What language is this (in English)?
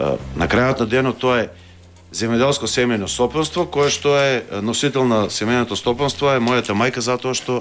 Macedonian